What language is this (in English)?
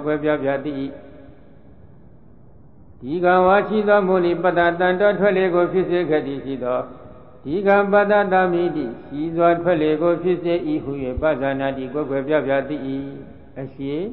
Burmese